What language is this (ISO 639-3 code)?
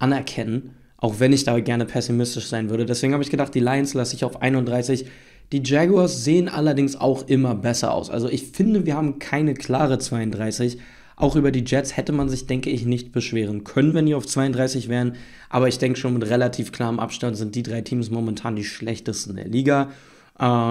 deu